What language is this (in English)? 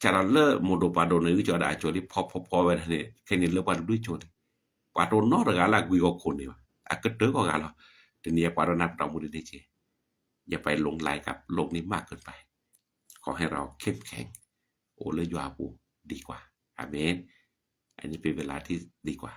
S'gaw Karen